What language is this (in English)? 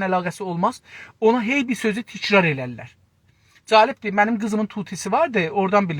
South Azerbaijani